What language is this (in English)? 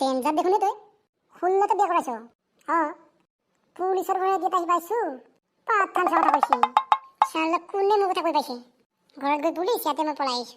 Assamese